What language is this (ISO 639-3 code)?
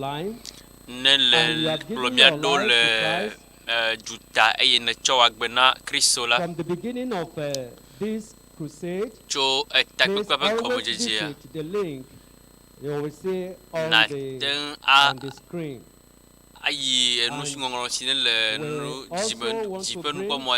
ewe